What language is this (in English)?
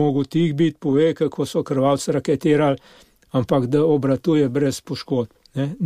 Slovenian